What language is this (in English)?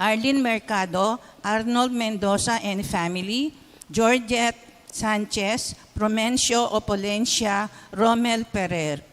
Pampanga